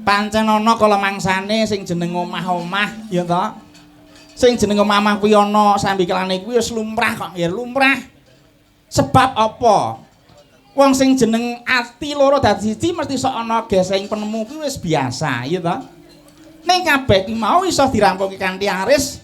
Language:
Javanese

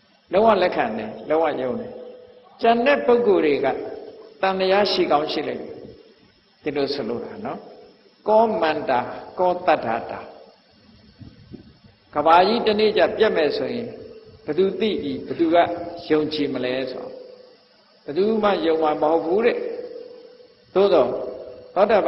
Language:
Burmese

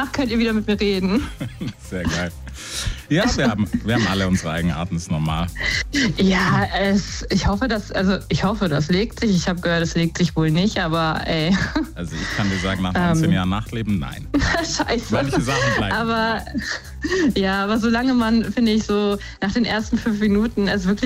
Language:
German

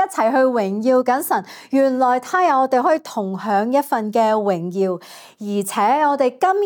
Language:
Cantonese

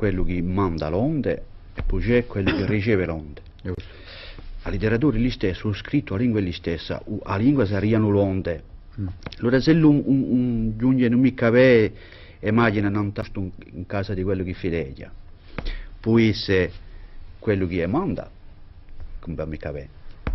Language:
Corsican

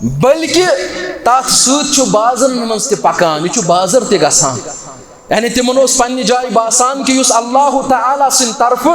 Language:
Kashmiri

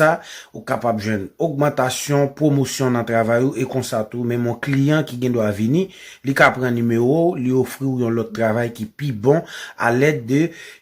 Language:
Haitian Creole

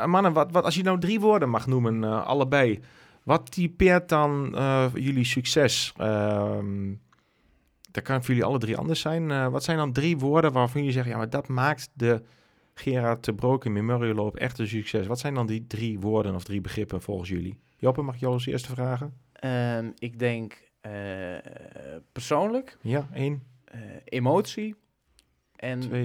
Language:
Dutch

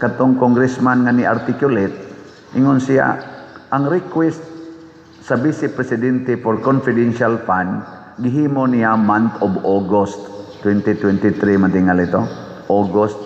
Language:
Cebuano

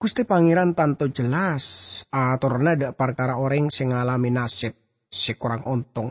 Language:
Madurese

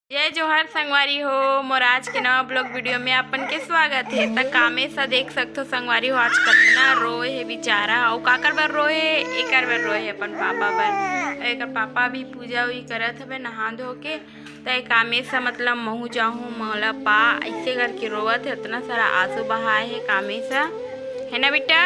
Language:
Chhattisgarhi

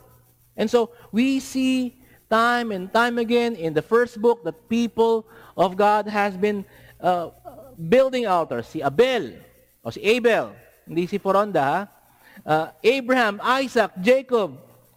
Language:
Filipino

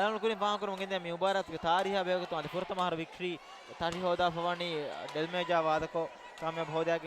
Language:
Divehi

